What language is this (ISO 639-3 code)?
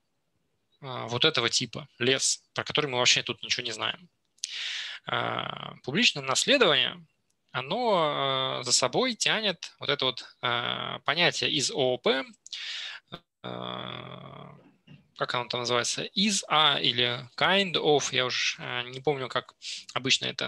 rus